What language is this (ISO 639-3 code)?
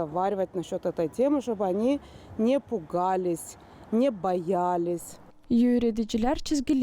gag